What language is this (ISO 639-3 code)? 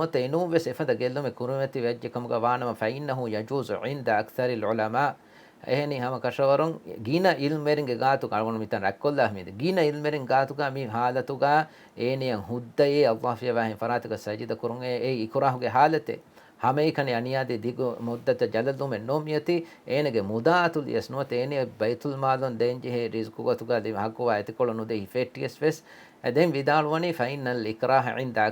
div